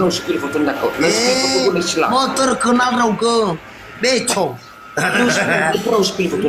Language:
Nias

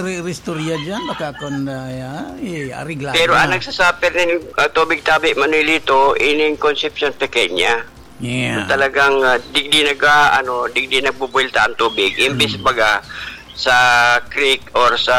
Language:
Bikol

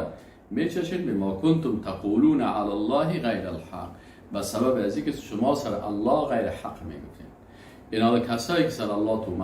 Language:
Persian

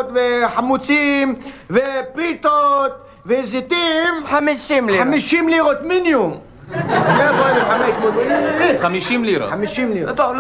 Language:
Hebrew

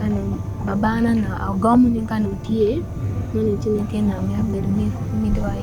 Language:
Acoli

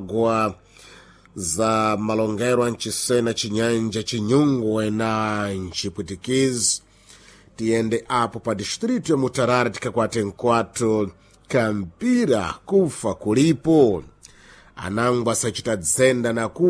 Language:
Sena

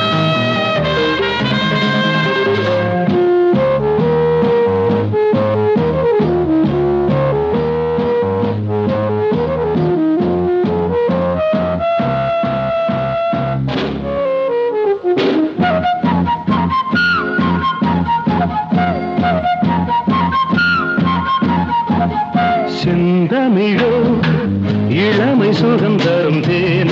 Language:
Tamil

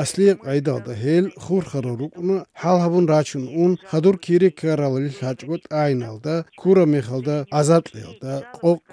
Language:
Avaric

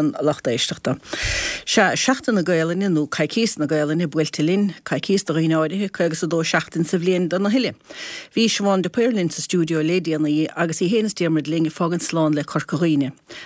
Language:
Irish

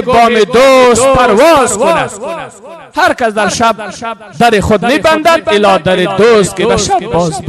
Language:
Persian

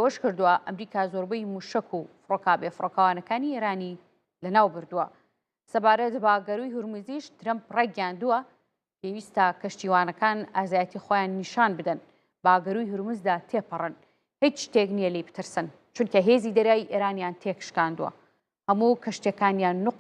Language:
Central Kurdish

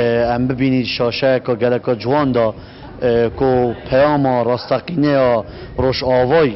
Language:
Kurdish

